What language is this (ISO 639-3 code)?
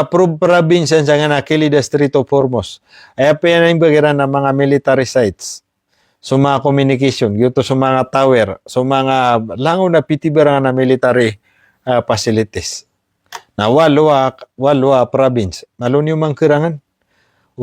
mrw